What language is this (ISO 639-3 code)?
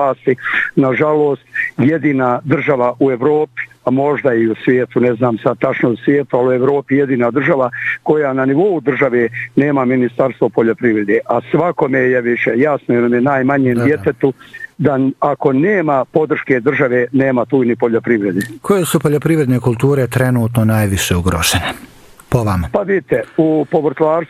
bos